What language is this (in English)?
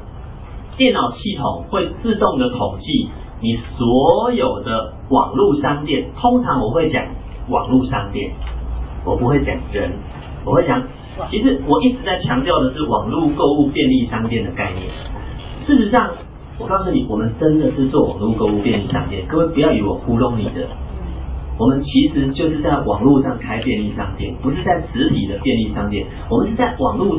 Chinese